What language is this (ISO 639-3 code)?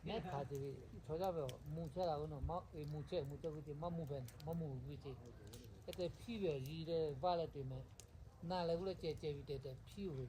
lhu